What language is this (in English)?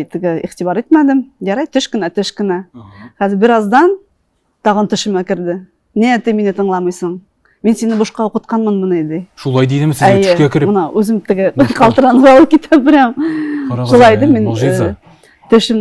Tatar